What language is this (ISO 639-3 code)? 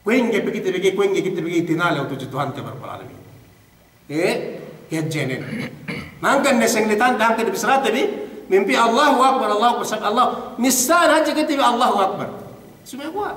yka